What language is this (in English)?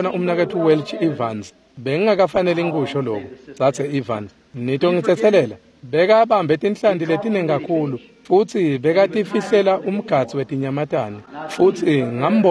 Swati